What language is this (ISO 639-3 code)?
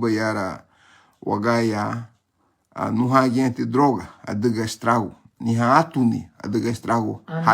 cab